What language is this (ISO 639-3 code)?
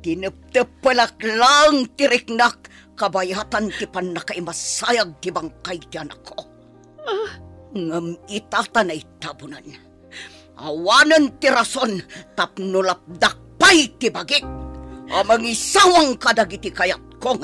ilo